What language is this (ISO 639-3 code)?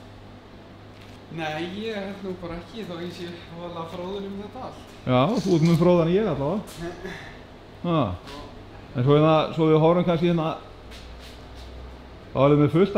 isl